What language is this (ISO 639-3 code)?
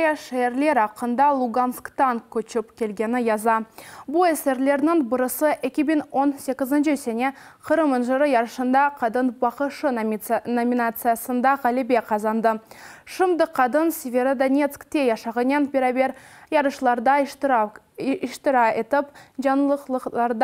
crh